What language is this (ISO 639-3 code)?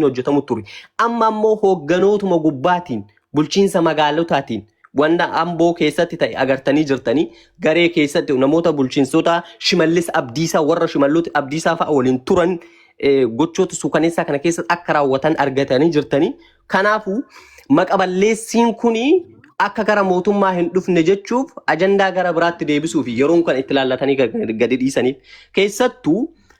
orm